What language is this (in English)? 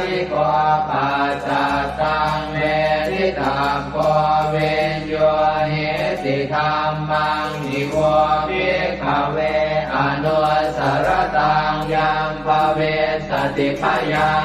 Pali